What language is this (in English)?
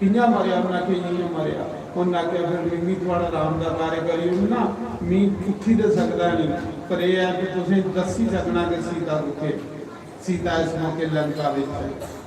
Dogri